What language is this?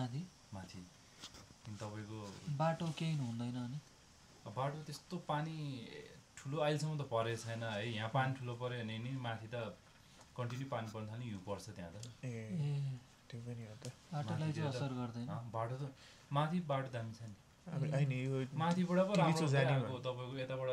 Nepali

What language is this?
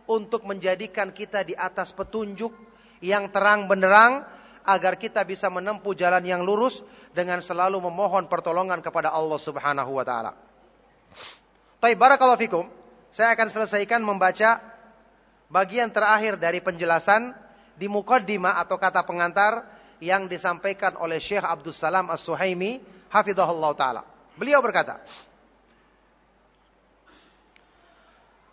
Indonesian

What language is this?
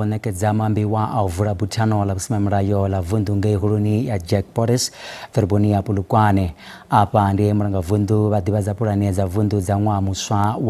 Venda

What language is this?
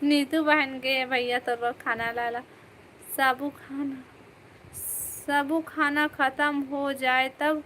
Chhattisgarhi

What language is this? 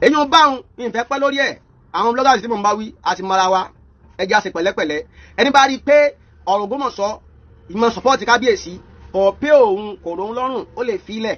Yoruba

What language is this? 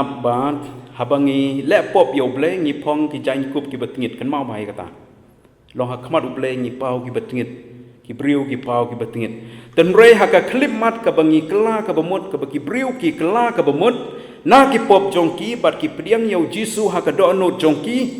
Khasi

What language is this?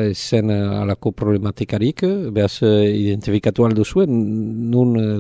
Basque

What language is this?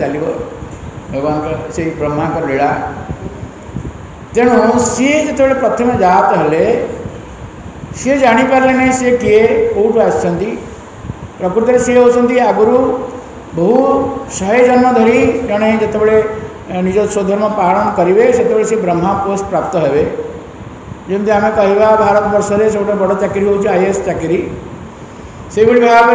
Odia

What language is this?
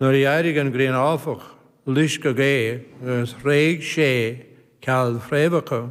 Irish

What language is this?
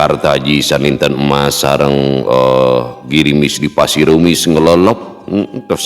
Sundanese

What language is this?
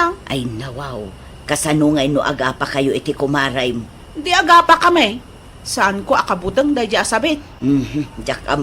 Iloko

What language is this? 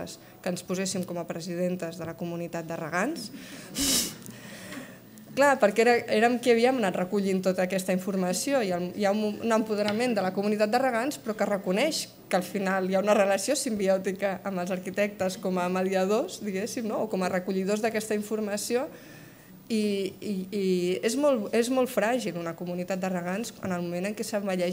Catalan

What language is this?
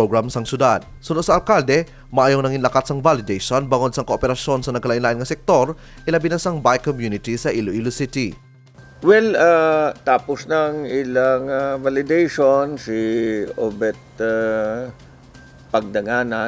Hiligaynon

